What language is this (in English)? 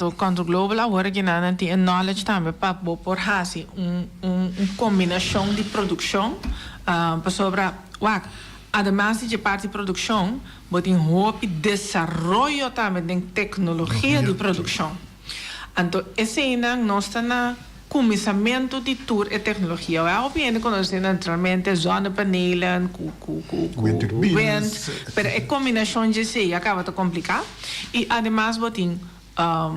Papiamento